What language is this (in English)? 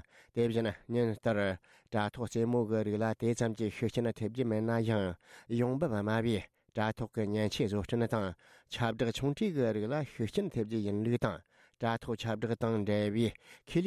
Tibetan